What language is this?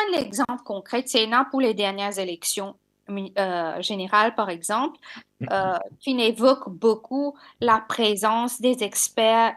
Morisyen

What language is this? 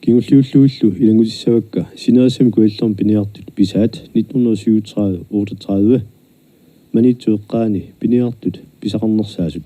Kalaallisut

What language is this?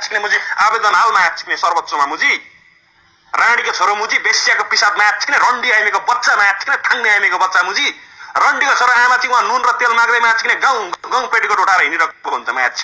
Nepali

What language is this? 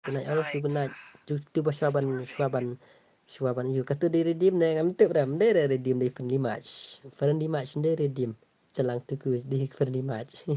Khasi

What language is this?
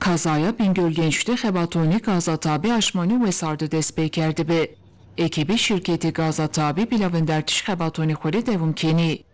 Zaza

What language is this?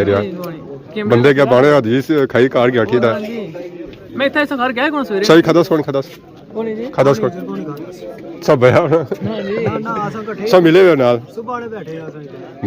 Pahari-Potwari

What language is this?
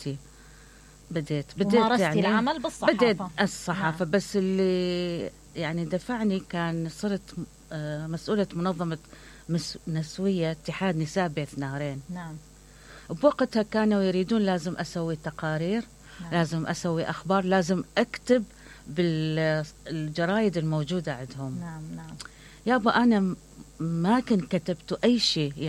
Mesopotamian Arabic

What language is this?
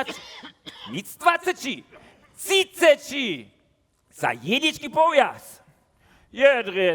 Upper Sorbian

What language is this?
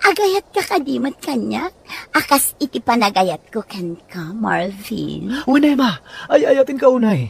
Iloko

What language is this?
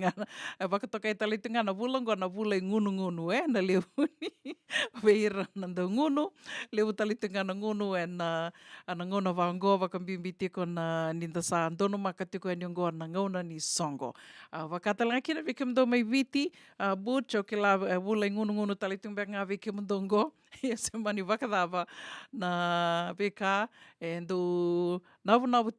Fijian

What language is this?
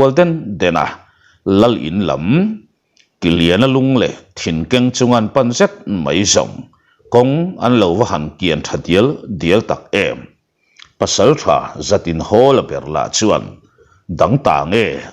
Mizo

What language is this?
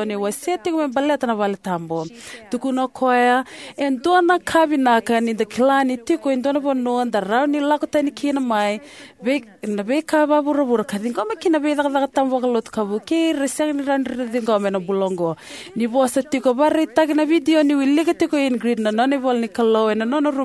Fijian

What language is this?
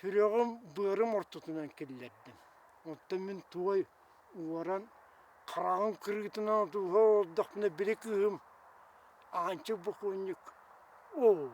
Yakut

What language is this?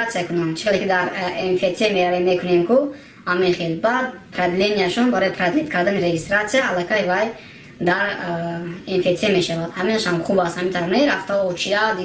Tajik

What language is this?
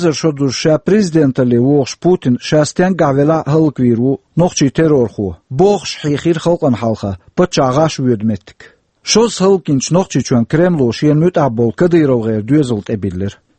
Chechen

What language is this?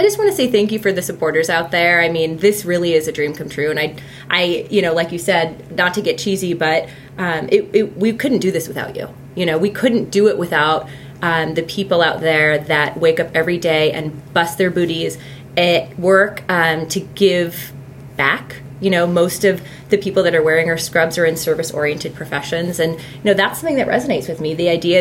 English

